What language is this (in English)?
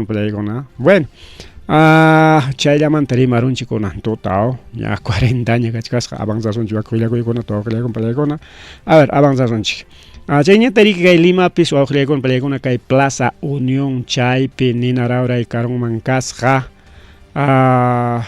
Ayacucho Quechua